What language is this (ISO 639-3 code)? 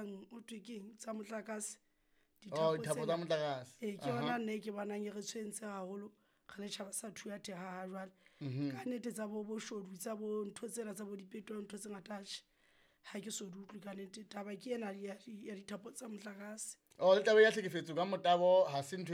sot